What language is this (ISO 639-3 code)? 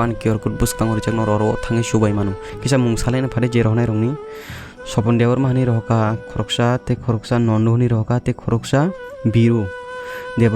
trp